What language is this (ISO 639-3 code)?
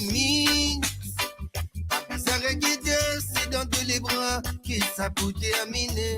mfe